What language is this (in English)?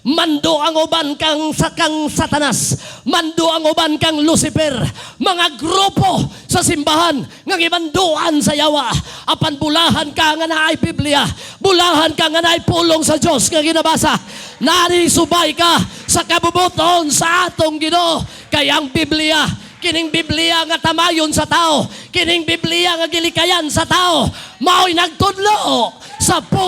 Cebuano